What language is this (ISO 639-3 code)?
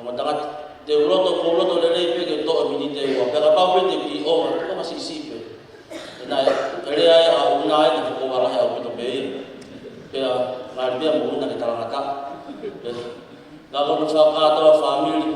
ton